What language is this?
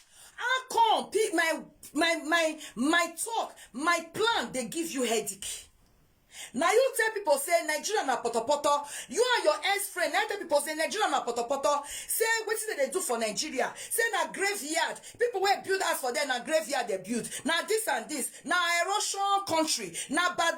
Nigerian Pidgin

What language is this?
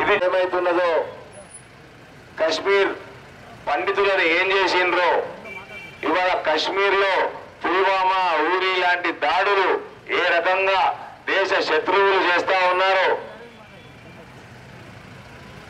Telugu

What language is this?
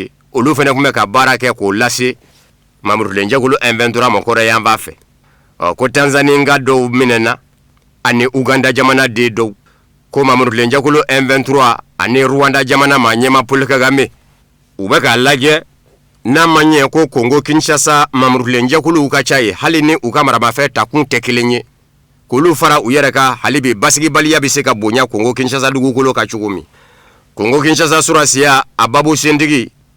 Bambara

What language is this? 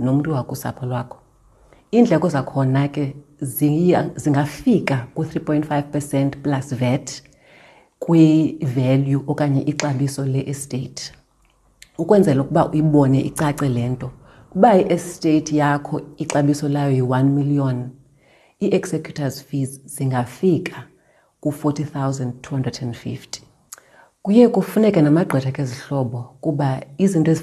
Xhosa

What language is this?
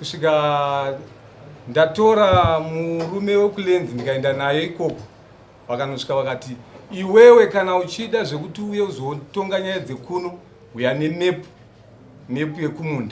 Shona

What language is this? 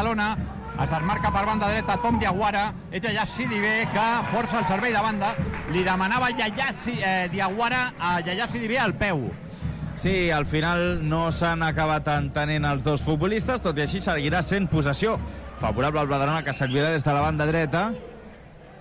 Catalan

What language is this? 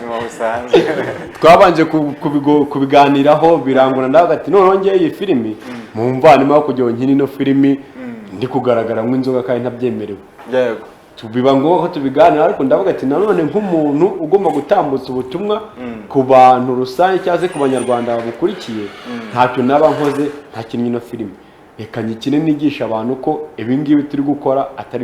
Kinyarwanda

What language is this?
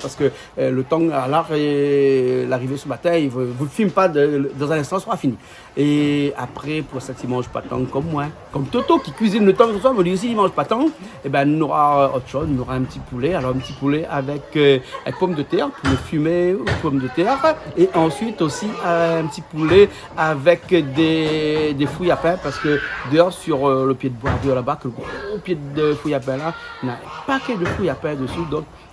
Réunion Creole French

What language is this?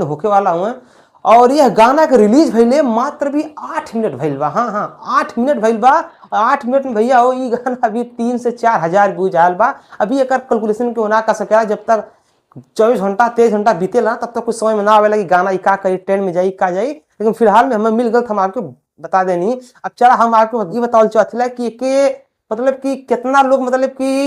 Bhojpuri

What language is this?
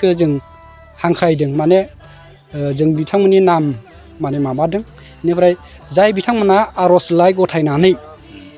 Bodo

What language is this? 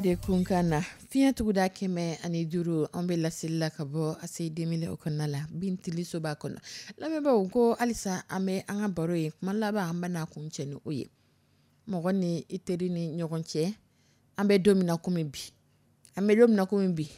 Dyula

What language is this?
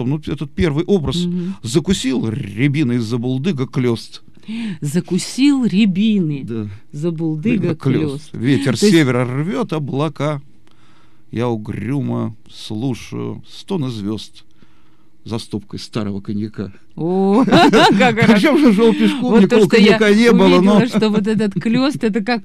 Russian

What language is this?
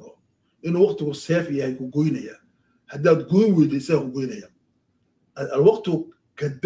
Somali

